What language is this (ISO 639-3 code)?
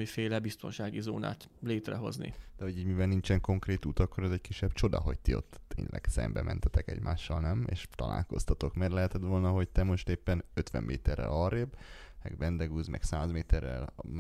hun